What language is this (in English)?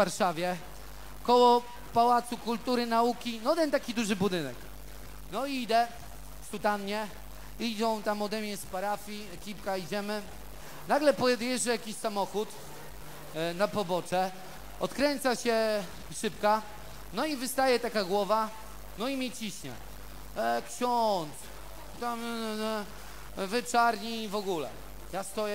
Polish